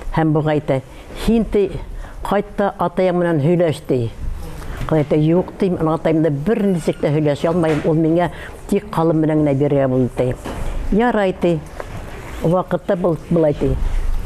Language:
Bashkir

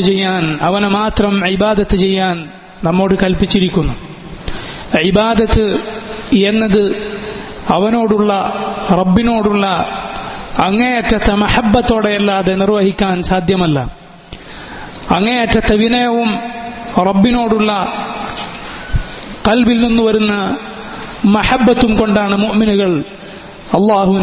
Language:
Malayalam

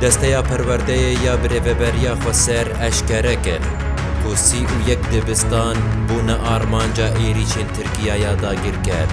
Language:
Kurdish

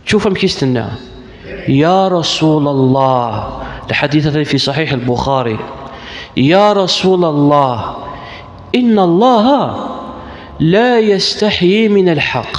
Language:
Kabyle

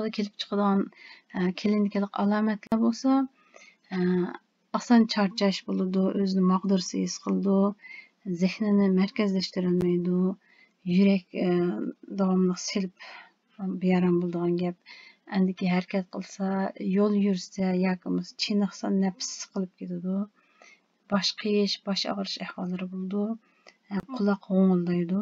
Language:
Uyghur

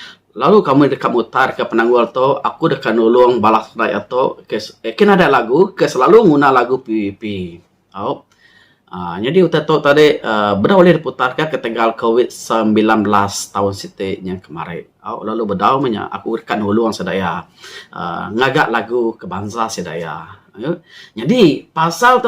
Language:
Iban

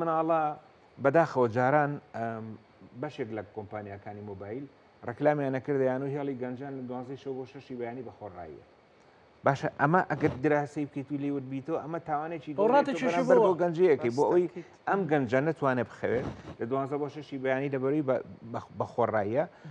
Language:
Central Kurdish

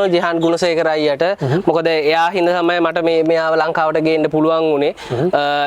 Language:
Sinhala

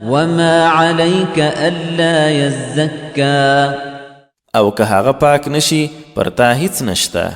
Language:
Pashto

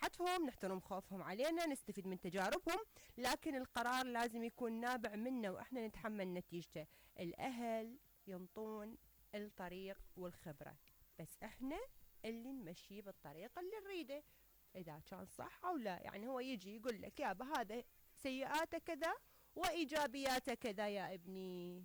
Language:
Mesopotamian Arabic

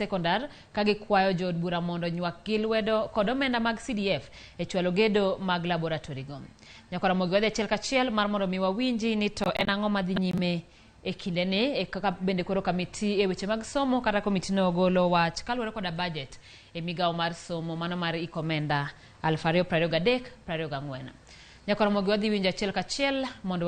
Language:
Luo (Kenya and Tanzania)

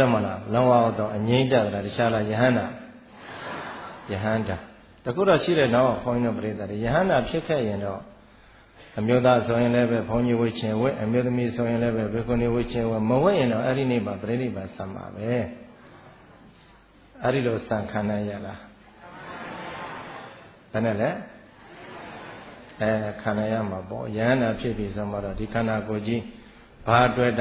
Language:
Burmese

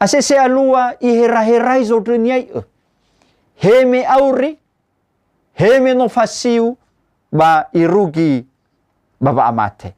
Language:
Nias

